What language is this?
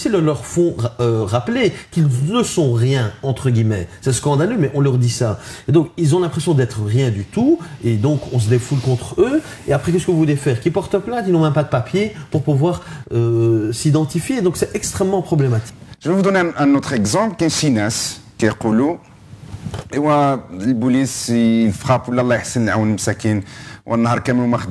French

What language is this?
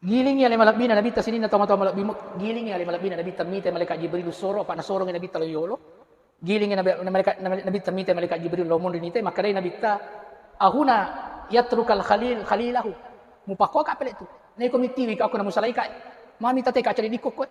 Buginese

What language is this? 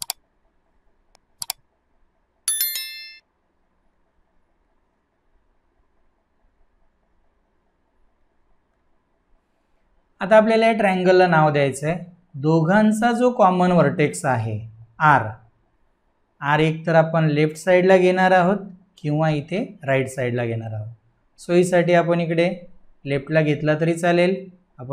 Marathi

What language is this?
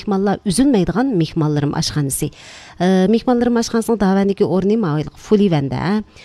Uyghur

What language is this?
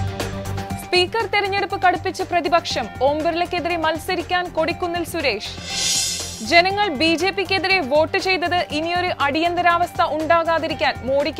Malayalam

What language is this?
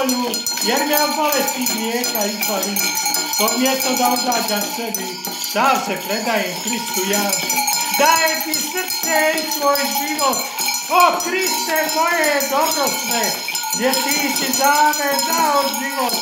Croatian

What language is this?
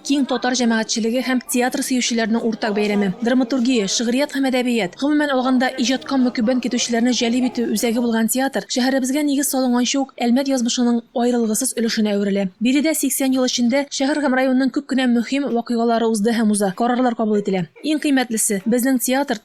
Tatar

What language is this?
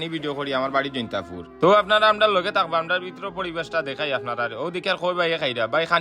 Sylheti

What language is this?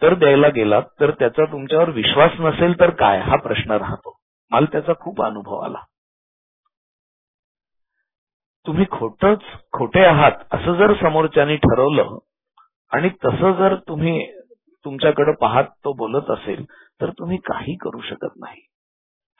Marathi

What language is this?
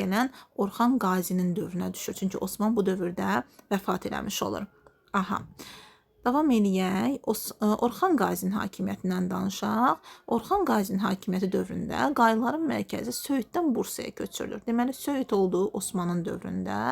Azerbaijani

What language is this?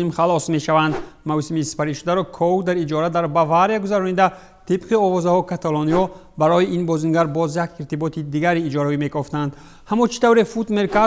Tajik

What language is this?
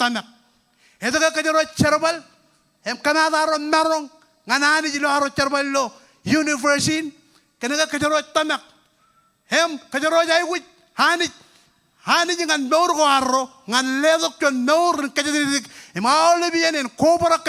Marshallese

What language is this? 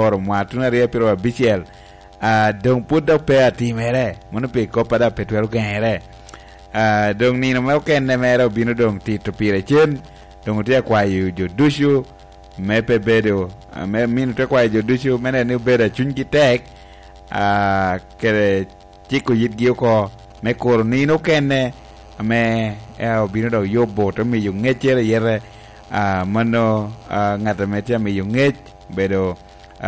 Lango (Uganda)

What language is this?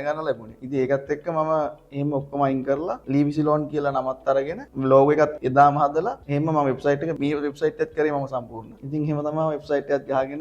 Sinhala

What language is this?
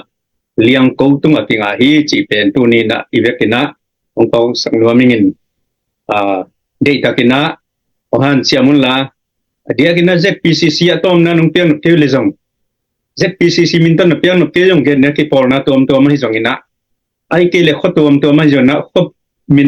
Tedim Chin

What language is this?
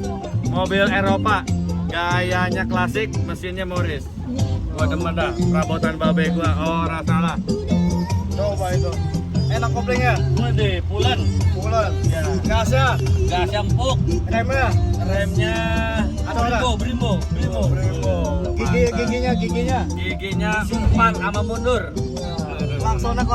Betawi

